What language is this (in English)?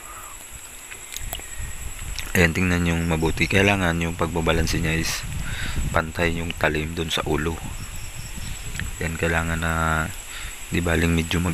Filipino